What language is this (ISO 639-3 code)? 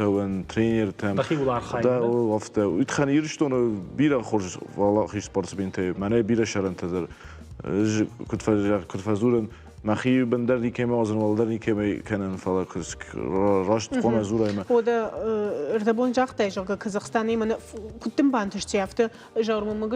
oss